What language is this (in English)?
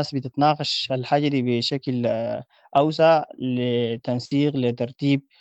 Sudanese Arabic